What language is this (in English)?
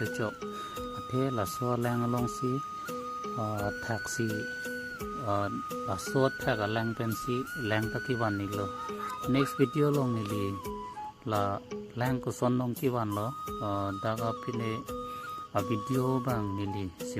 Karbi